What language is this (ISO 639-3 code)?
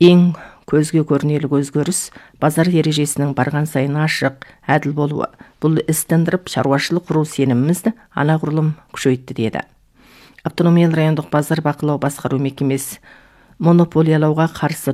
kaz